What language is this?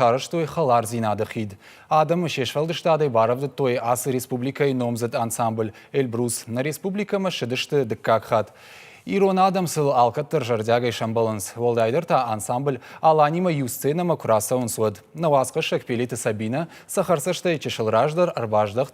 Ossetic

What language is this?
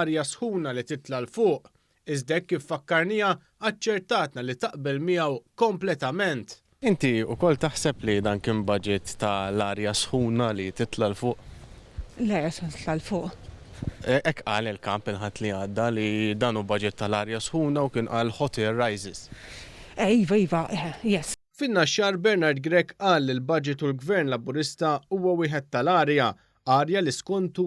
Maltese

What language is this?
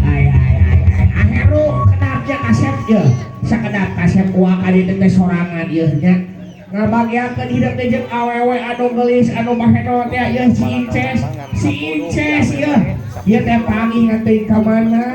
Sundanese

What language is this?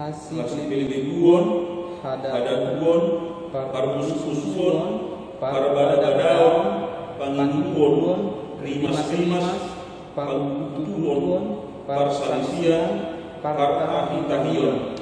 Batak Toba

